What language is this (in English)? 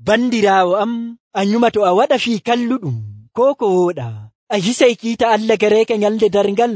Nigerian Fulfulde